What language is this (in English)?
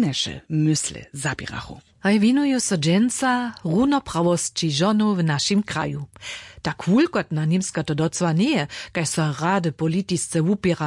Upper Sorbian